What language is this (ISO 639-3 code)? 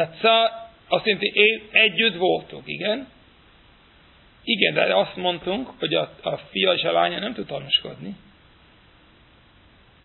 hun